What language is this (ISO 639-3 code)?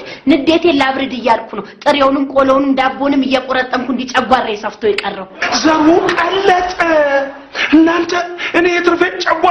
amh